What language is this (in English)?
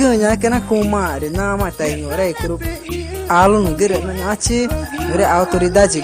Ticuna